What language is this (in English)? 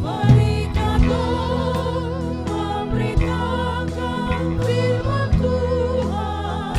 Ambonese Malay